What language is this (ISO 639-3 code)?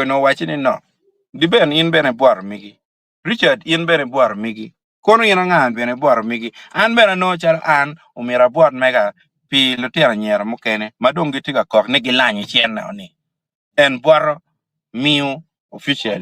ach